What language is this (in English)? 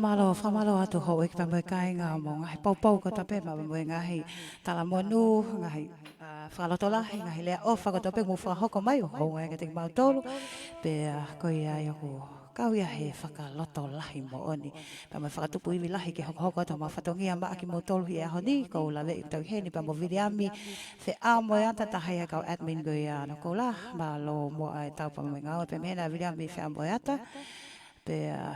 Tongan